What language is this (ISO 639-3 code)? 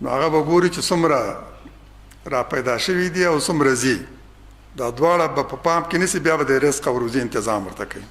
pus